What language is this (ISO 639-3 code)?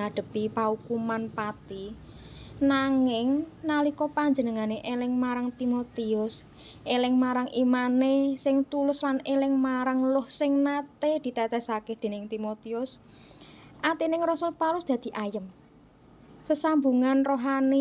jav